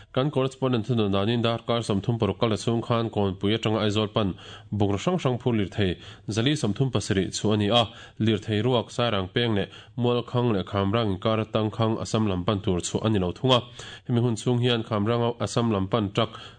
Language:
Mizo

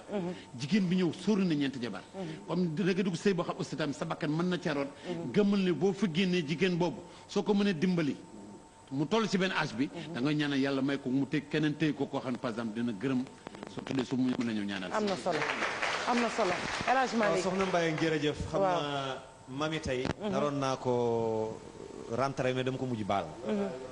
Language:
Wolof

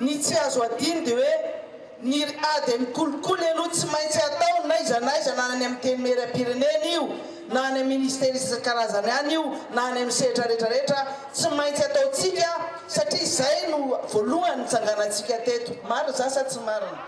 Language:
Malagasy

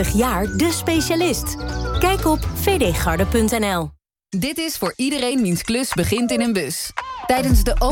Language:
Dutch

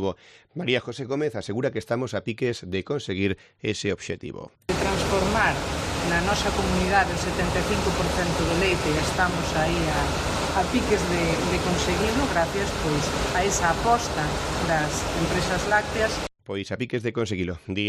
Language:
Galician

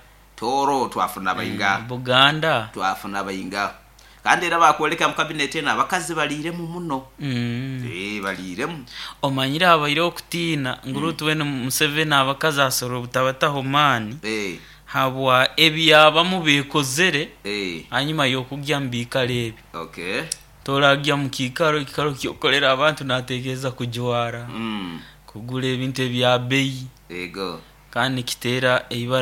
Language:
Nyoro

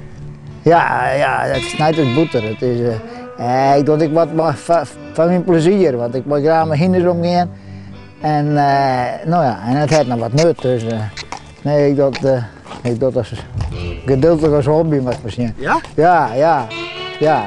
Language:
Western Frisian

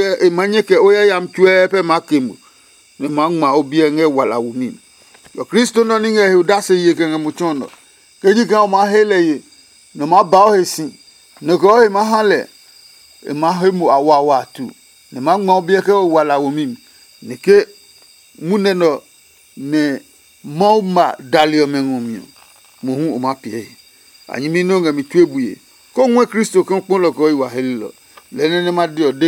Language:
Adangme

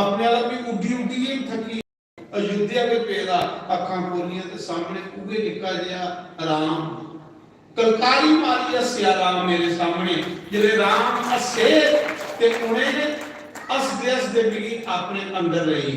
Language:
Dogri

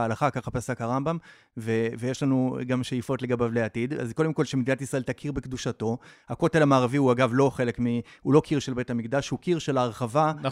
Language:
Hebrew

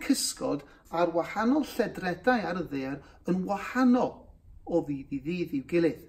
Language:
Welsh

